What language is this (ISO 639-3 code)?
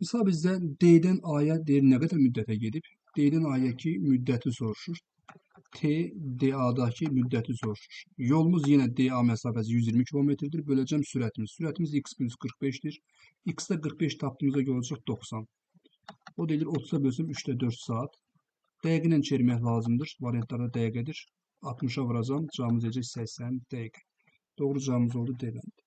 aze